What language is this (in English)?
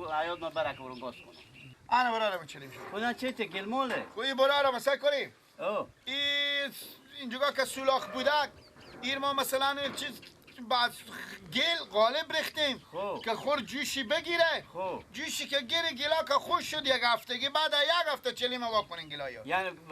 Persian